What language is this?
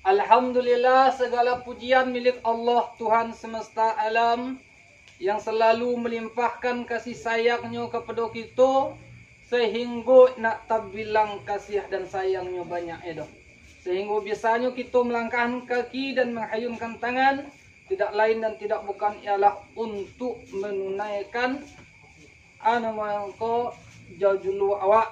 Minangkabau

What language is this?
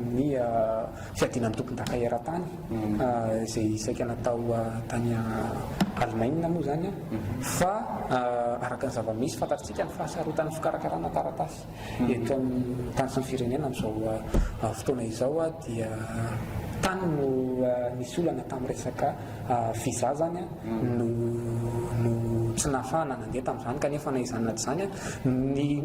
Malagasy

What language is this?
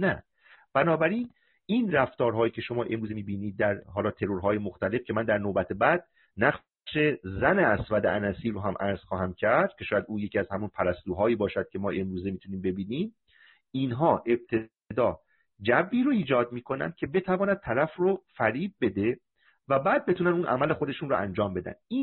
Persian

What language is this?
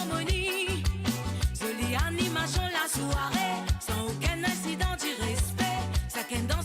Morisyen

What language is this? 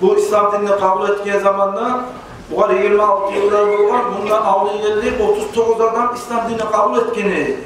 Kumyk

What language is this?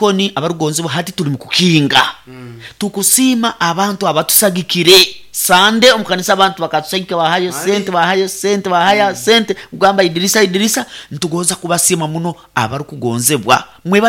Nyoro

